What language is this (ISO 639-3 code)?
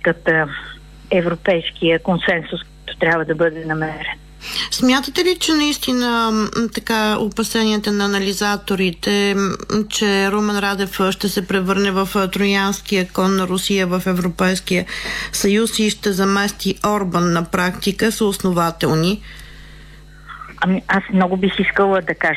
bul